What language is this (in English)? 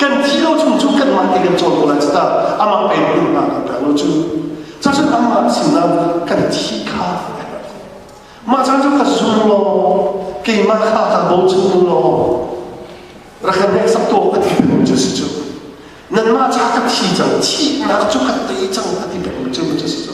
Hakha Chin